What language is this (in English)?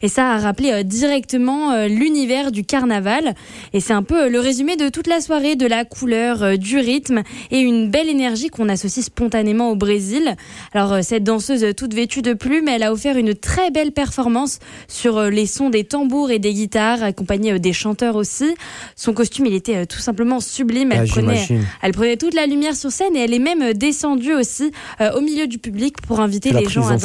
French